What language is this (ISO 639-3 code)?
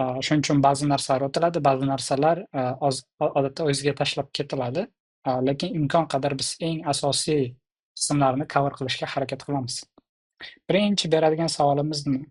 uzb